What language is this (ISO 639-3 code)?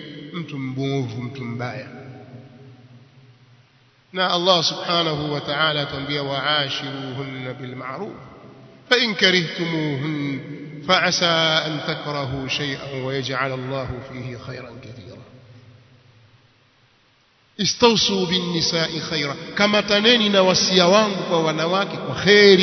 swa